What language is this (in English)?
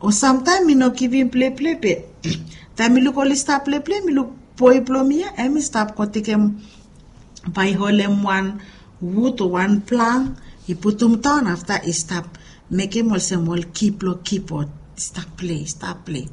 Bislama